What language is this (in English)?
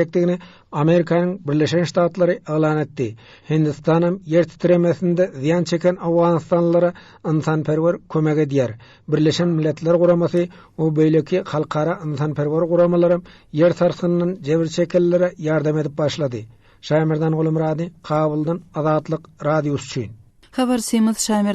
Turkmen